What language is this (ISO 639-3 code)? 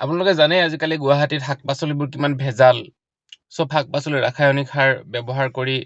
asm